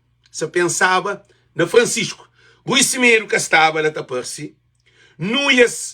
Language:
Kabuverdianu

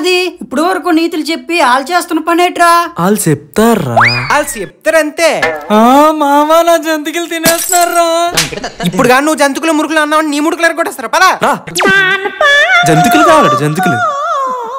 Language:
Telugu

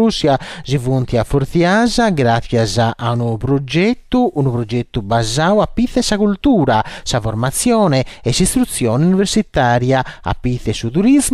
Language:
Sardinian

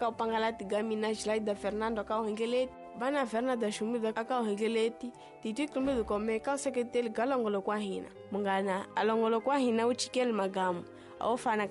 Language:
Tsonga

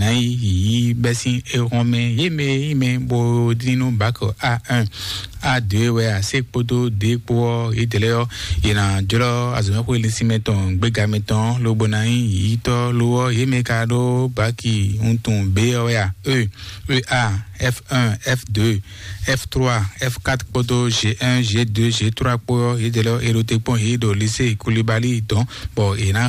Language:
Fon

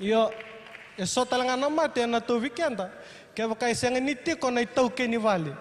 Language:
Fijian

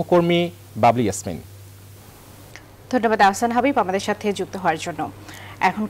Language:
Bangla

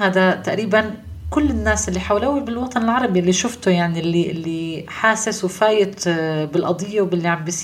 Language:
North Levantine Arabic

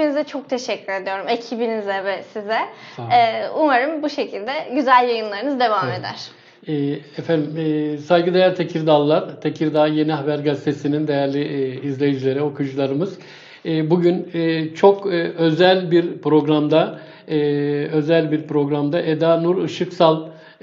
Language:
Turkish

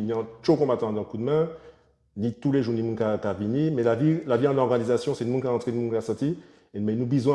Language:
Guadeloupean Creole French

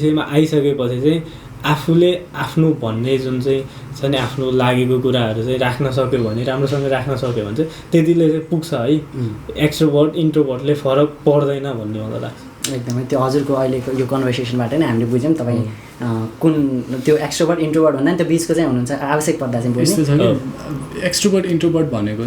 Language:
Nepali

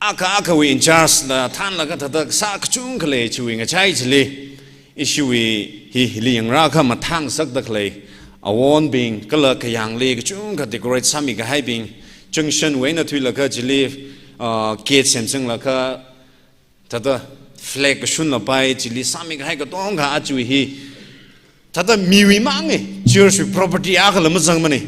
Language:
Tangkhul Naga (India)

